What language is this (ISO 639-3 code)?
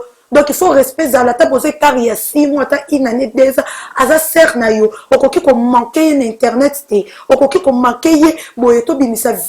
lin